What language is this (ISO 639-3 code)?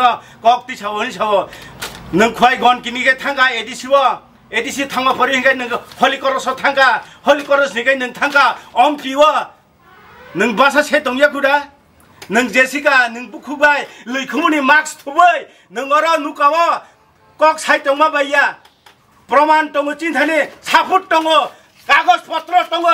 trp